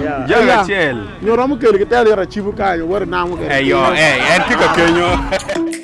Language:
Acoli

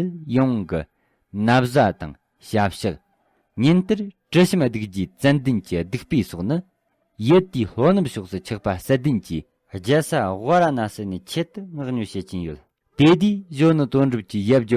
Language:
Tibetan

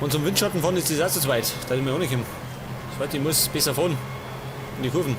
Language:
Bavarian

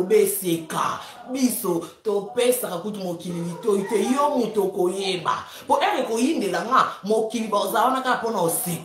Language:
Lingala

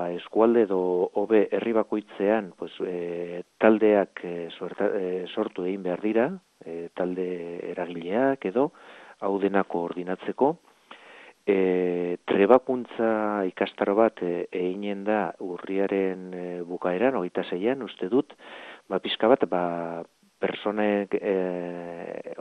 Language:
Basque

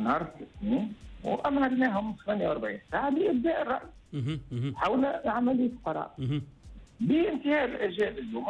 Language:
Tunisian Arabic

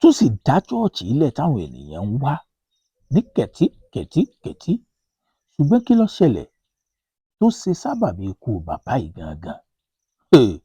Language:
Yoruba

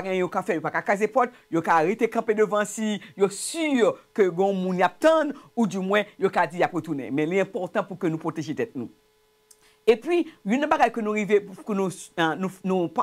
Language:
Haitian Creole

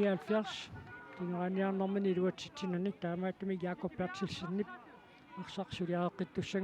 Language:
Kalaallisut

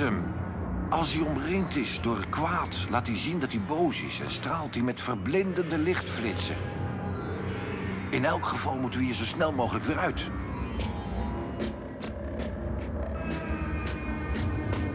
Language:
Dutch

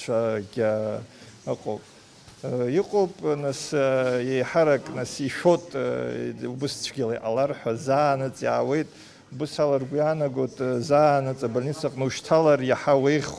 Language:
Abkhazian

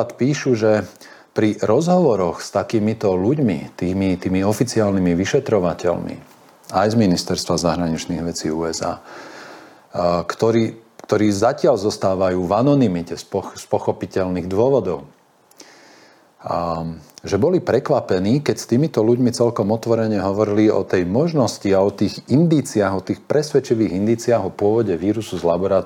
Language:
Slovak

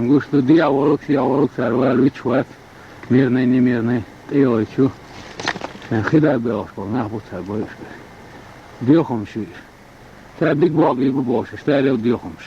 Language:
Chechen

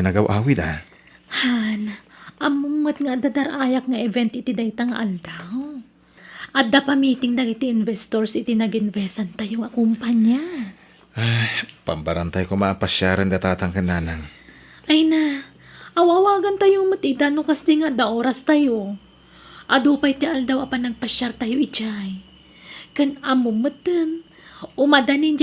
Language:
Iloko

